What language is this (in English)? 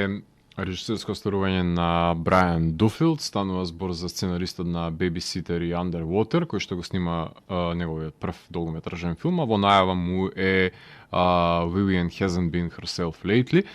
Macedonian